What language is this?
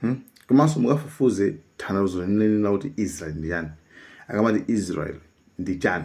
Nyanja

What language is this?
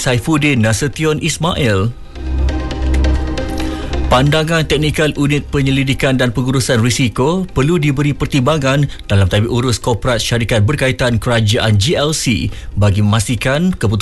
Malay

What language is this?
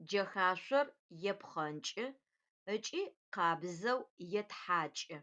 Adyghe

